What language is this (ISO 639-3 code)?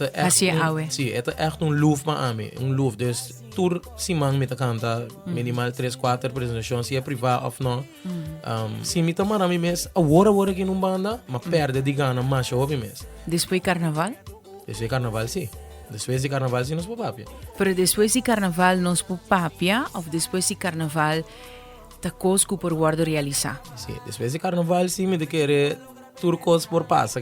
pap